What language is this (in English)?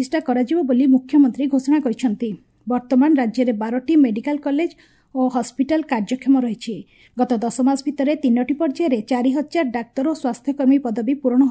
Odia